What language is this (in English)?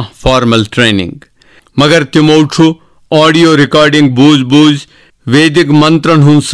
Kashmiri